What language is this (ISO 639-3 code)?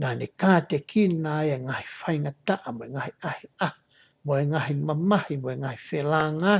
ton